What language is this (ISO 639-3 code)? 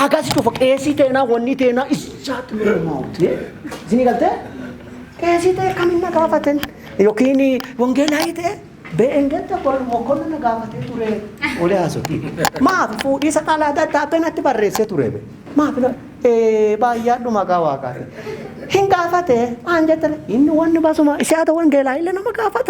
orm